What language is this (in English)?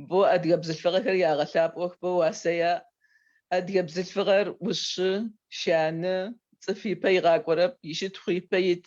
Adyghe